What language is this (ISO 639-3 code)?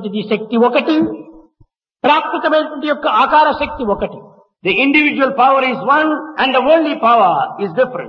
tel